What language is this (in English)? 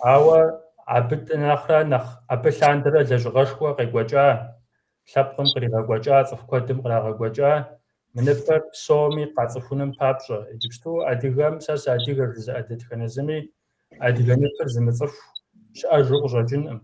Kabardian